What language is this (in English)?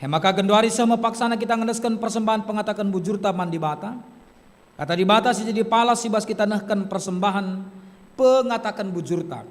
Batak Karo